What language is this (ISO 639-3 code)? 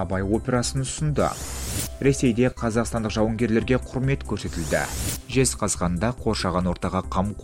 kaz